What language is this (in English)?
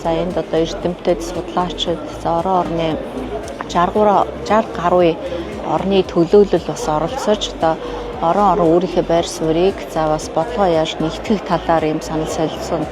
Mongolian